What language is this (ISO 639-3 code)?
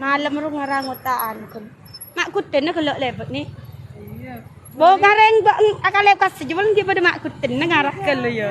mad